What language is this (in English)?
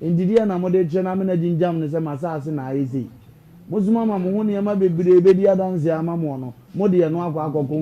Akan